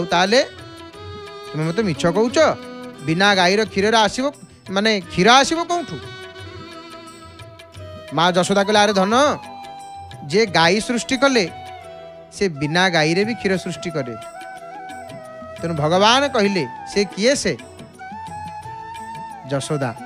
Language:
Odia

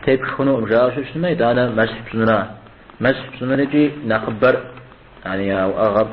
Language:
Kabardian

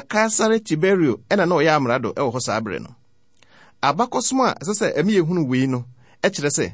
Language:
Akan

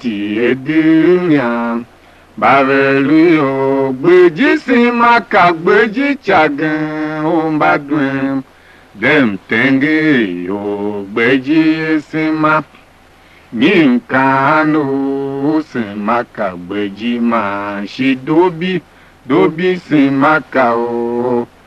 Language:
Tiv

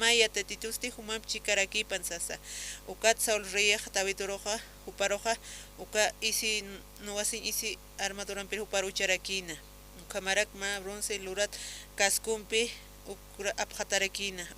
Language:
Aymara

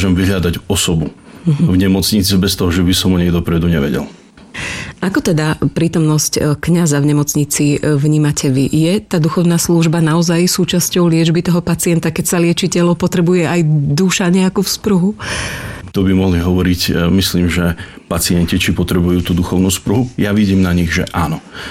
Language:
Slovak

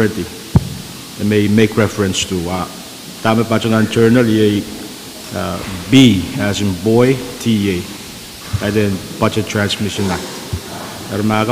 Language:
Pohnpeian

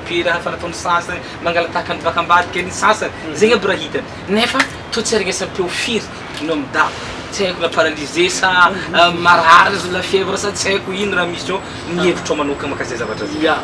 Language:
Malagasy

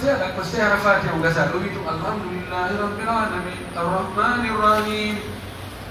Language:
Pular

